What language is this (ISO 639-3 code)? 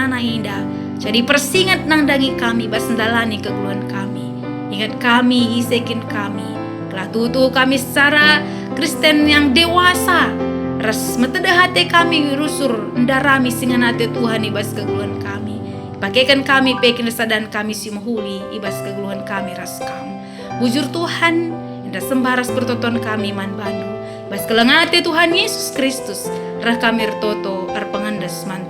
btx